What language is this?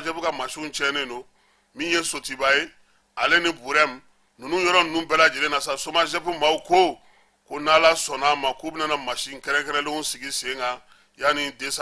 Bambara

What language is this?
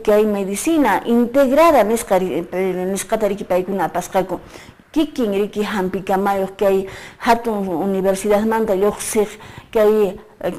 Quechua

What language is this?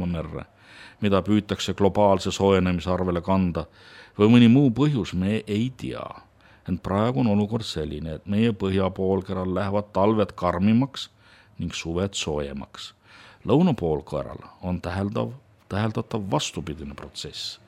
Estonian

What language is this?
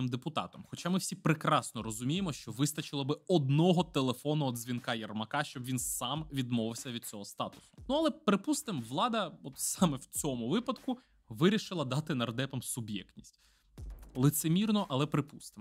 Ukrainian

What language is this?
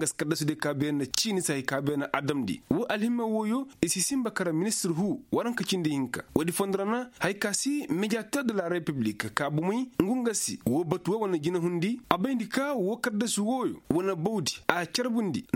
Koyraboro Senni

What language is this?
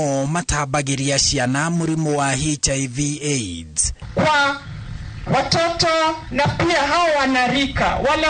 Kikuyu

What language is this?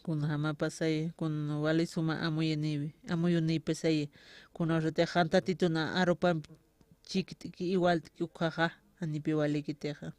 Aymara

